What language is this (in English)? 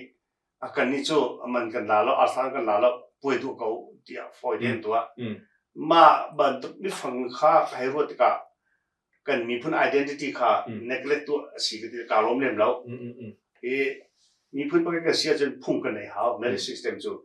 Hakha Chin